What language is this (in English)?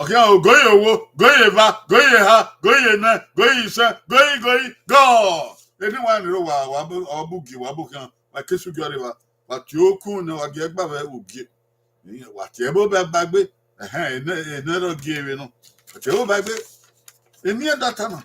Bini